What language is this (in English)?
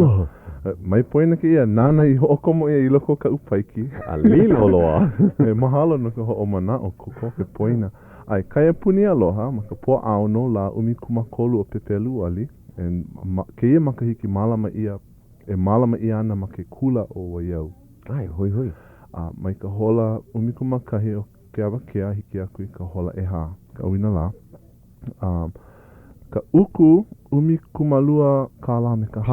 Hawaiian